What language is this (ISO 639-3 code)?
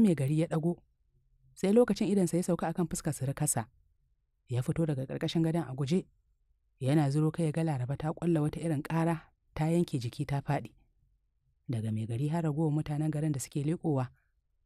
hau